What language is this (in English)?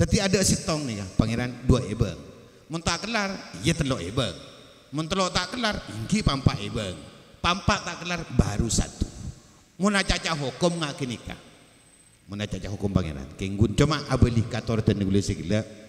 Madurese